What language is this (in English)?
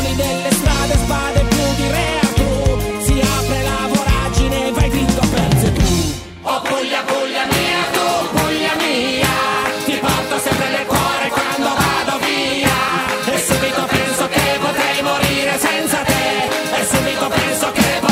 Italian